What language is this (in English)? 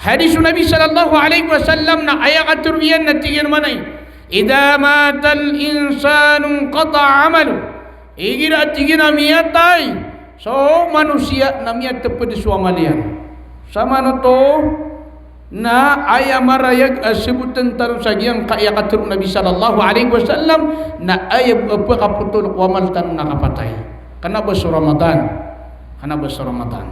Maranao